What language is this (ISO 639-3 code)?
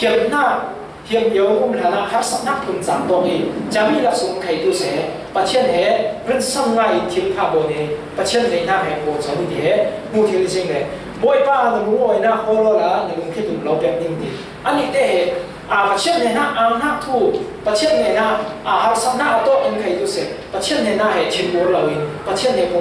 cfm